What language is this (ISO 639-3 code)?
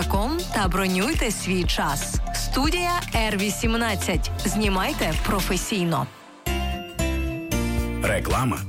ukr